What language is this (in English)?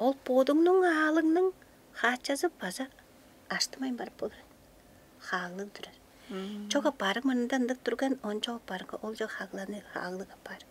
Tuvinian